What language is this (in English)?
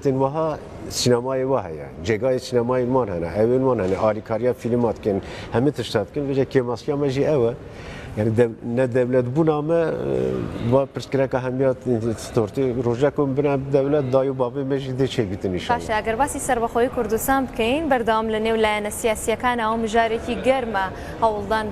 Kurdish